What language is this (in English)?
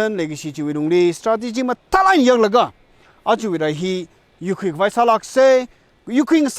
Tangkhul Naga (India)